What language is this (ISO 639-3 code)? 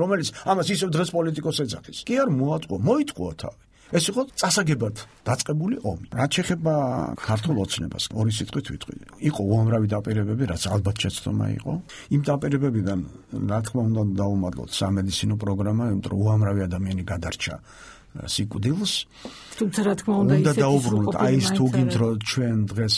kat